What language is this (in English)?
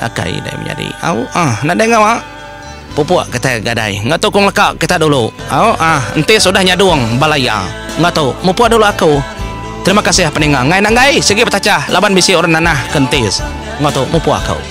Iban